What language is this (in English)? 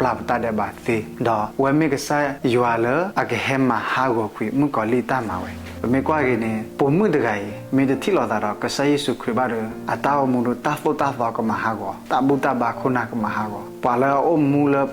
S'gaw Karen